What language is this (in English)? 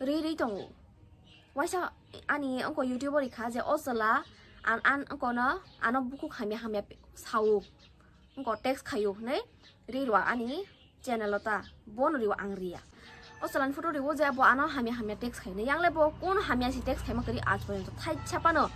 Kok Borok